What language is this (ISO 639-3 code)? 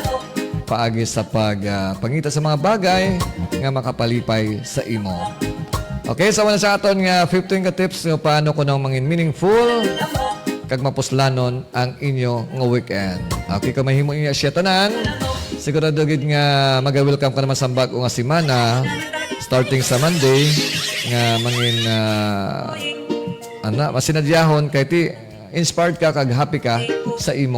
hil